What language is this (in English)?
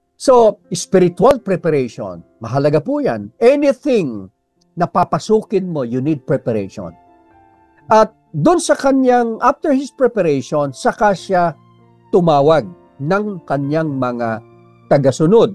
Filipino